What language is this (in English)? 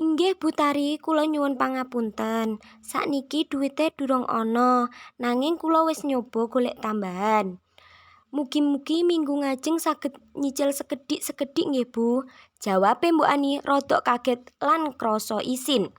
Javanese